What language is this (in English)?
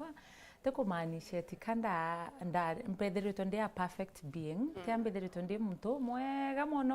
Meru